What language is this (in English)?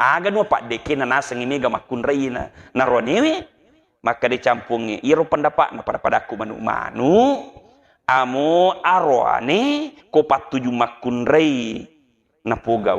Buginese